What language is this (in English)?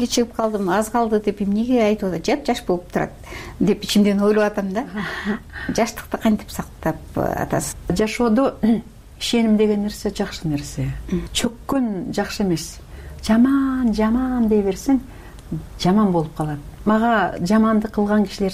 Kyrgyz